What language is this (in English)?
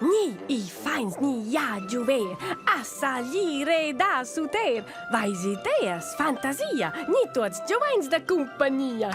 Romansh